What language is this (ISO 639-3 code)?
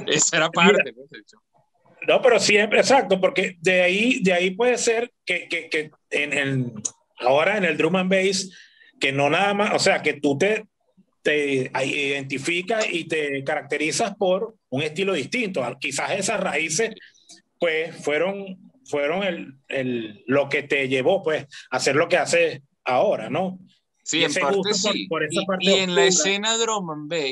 spa